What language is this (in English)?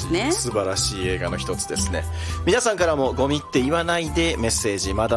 Japanese